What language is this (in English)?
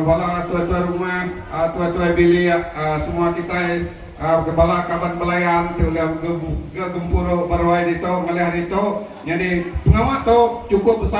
Iban